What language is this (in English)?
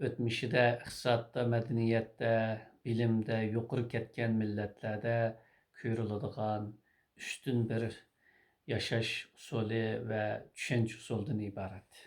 Uyghur